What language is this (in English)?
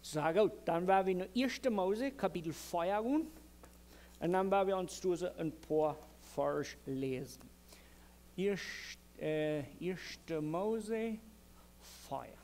Plautdietsch